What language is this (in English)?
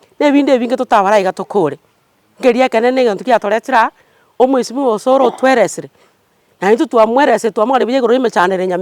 Gusii